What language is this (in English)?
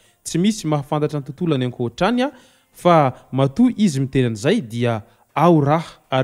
Malagasy